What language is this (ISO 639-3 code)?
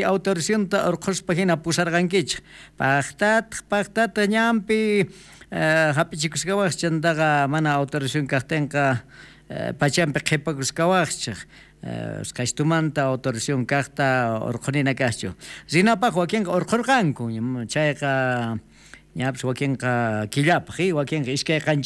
quh